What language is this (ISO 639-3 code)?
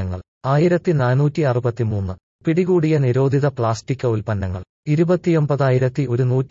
mal